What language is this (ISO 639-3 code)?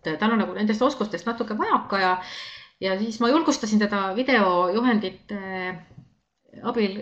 est